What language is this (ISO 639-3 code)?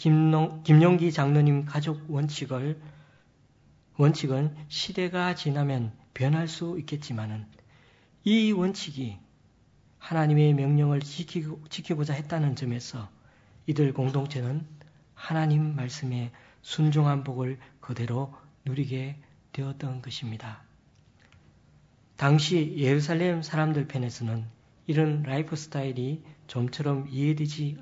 kor